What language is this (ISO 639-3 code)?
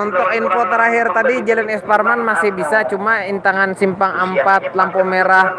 bjn